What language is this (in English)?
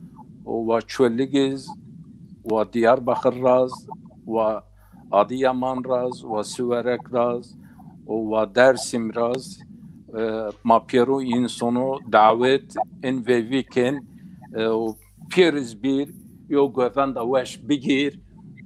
Zaza